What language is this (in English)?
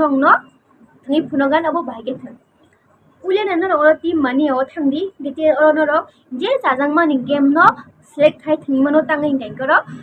Kok Borok